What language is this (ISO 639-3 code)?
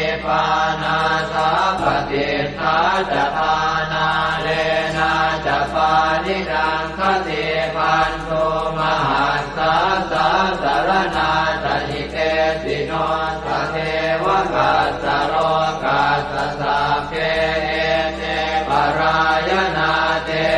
pli